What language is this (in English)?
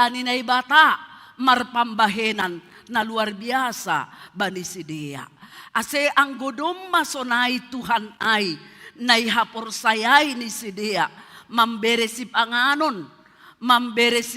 Batak Simalungun